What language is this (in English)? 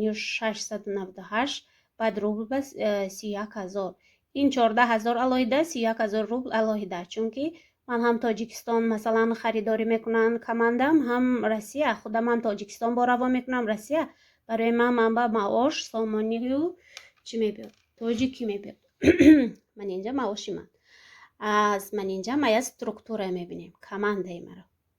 Tajik